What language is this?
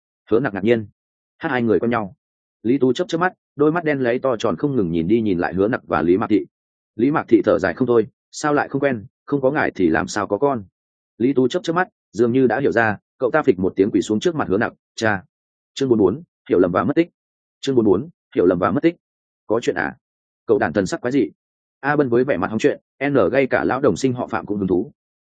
Vietnamese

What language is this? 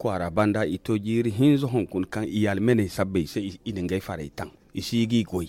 Zarma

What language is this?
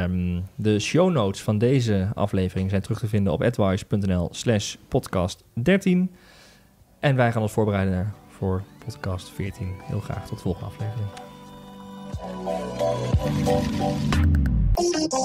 Dutch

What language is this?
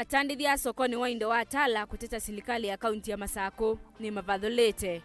Kamba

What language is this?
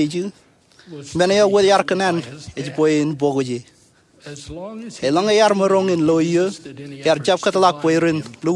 Marshallese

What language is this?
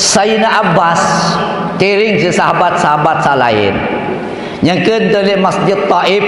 Sasak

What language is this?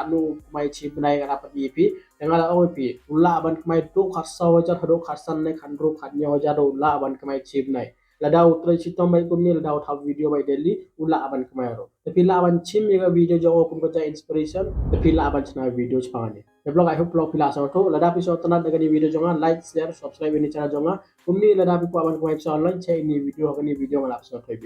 Khasi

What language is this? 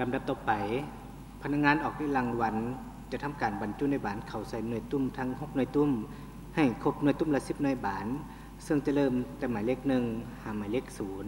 Lao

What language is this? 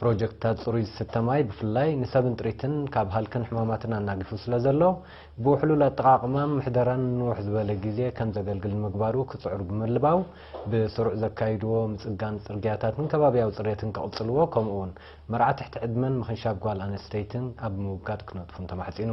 Tigrinya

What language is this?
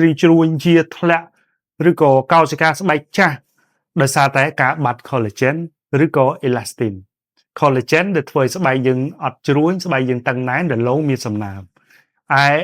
Khmer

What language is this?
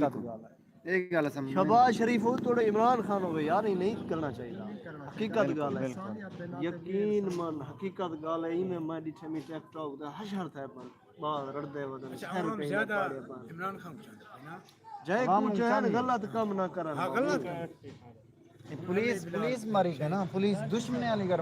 Saraiki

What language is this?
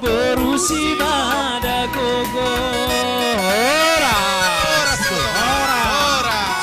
Batak Simalungun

